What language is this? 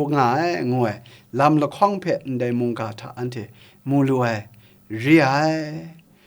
Kachin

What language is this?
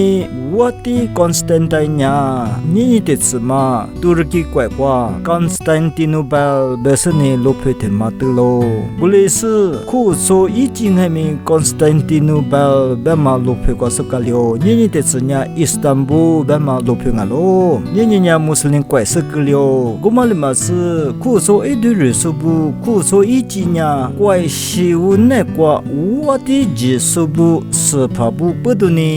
Lisu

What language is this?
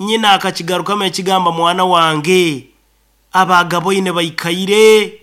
Nyankole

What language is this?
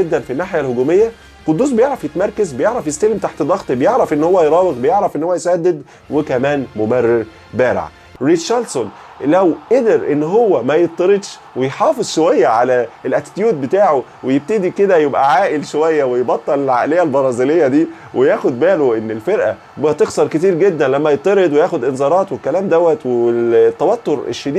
Egyptian Arabic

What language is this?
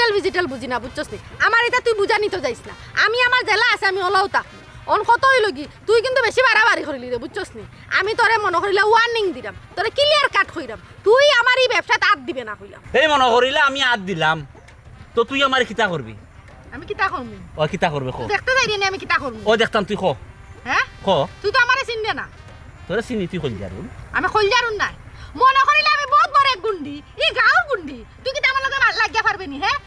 Sylheti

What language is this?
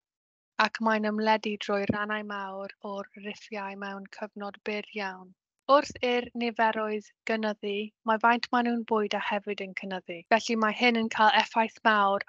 Welsh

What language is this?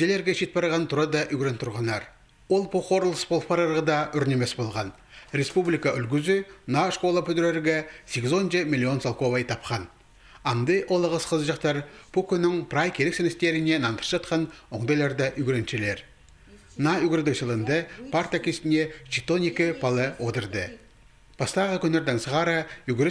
Khakas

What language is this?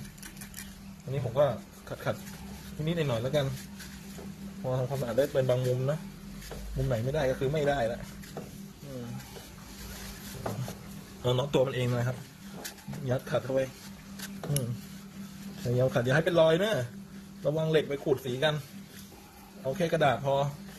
Thai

